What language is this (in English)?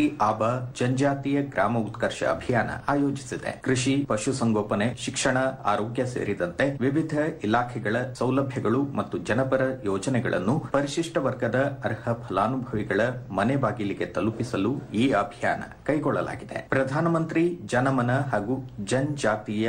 Kannada